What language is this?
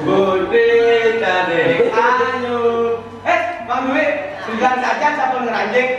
Balinese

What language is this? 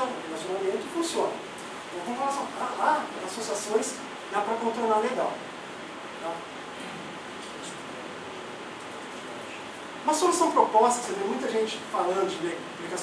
Portuguese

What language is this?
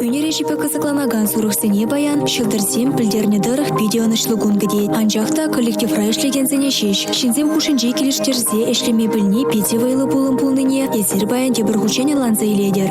Chuvash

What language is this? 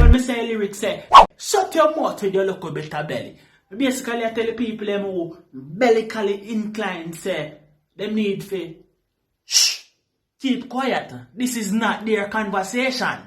Jamaican Creole English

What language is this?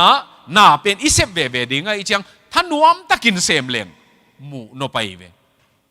Tedim Chin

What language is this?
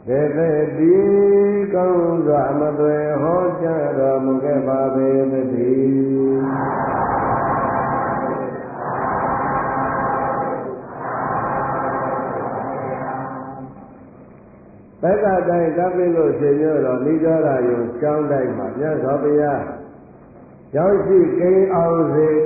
Burmese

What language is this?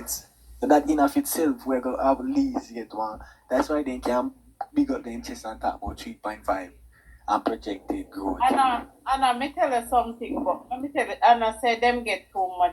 Jamaican Creole English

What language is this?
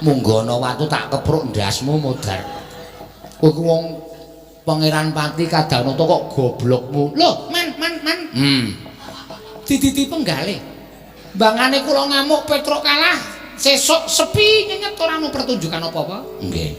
Javanese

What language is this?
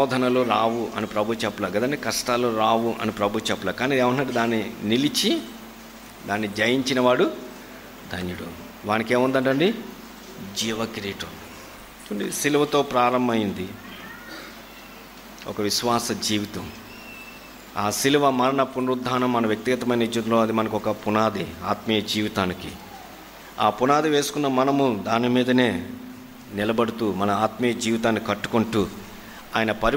Telugu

